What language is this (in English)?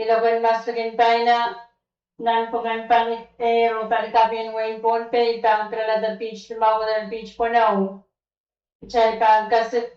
Pohnpeian